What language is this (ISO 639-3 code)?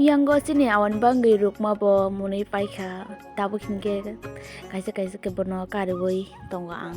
trp